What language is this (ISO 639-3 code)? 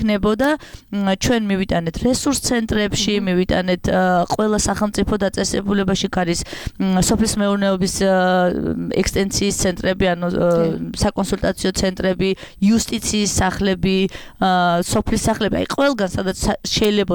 kat